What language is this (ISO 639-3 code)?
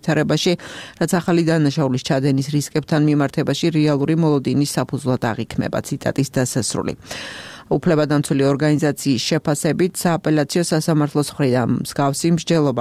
kat